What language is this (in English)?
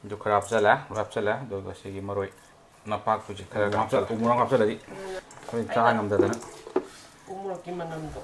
Manipuri